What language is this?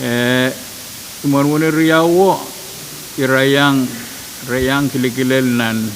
Pohnpeian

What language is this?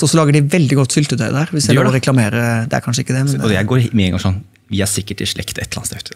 Norwegian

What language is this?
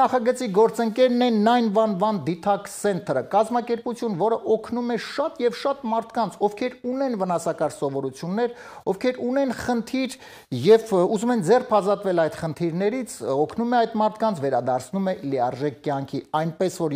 Armenian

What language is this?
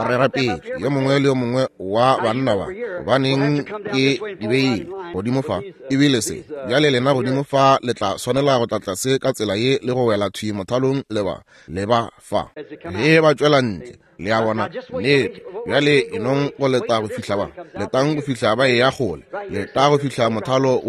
Northern Sotho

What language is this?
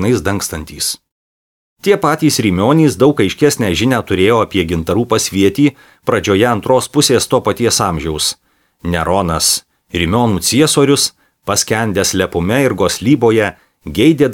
Lithuanian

